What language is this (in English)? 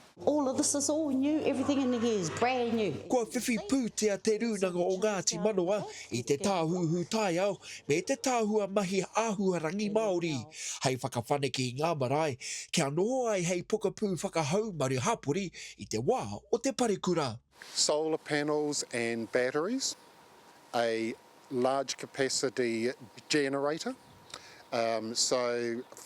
Māori